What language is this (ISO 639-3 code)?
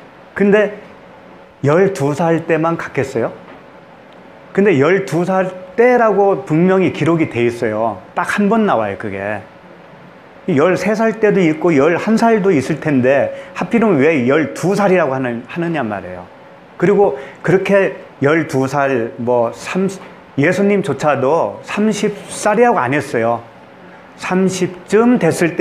kor